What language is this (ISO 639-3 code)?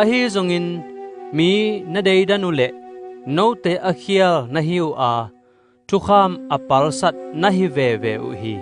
ctd